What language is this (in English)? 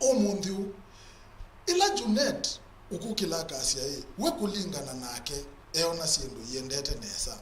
Kamba